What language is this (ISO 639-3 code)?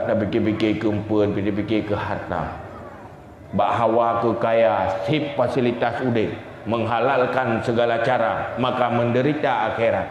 ace